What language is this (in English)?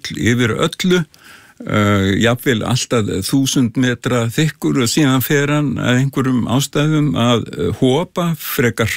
Icelandic